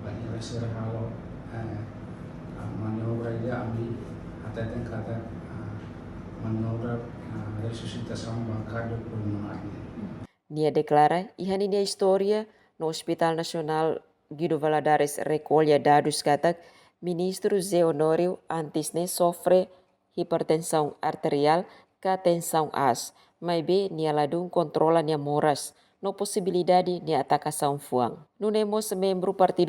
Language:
Tetum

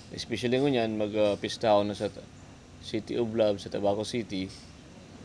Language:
Bikol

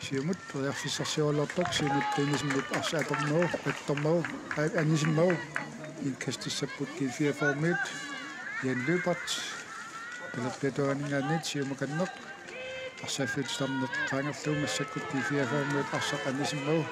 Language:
Kalaallisut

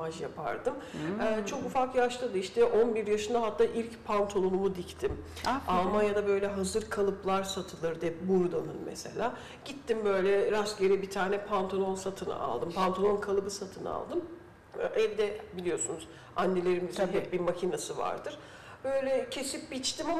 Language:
Turkish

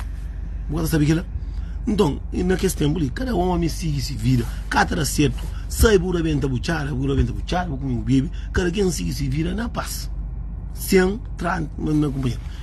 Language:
Kabuverdianu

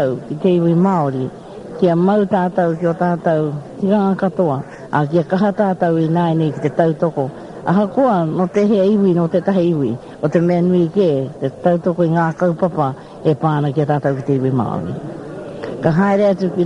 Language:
Māori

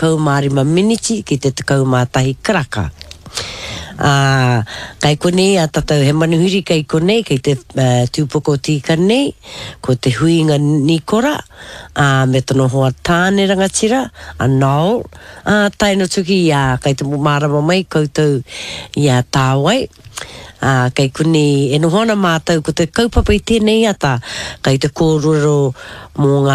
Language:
Māori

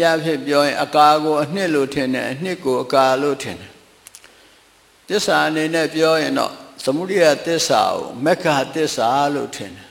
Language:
Burmese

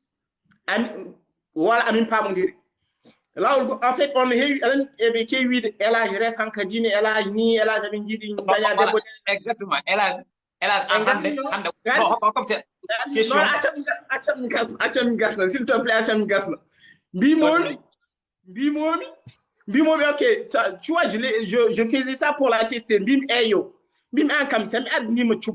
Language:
Fula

